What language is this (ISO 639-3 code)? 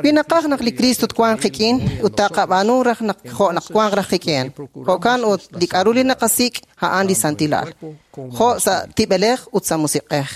kek